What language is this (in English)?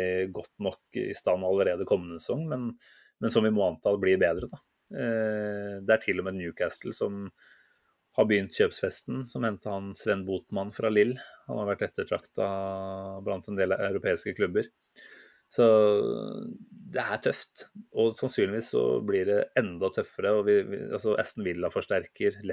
Norwegian